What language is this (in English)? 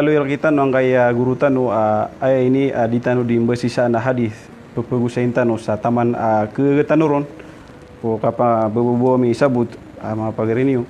Maranao